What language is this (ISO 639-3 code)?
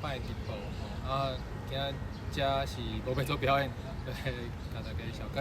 nan